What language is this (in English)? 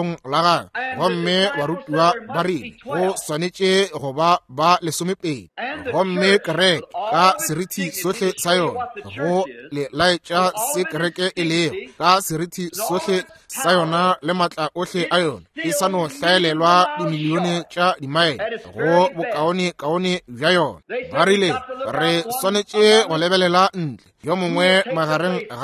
Northern Sotho